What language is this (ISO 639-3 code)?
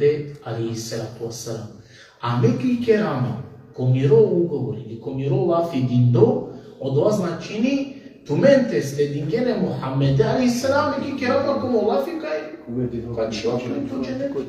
rmn